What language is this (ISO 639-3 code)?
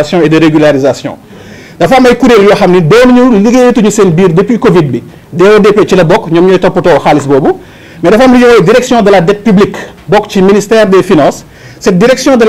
wol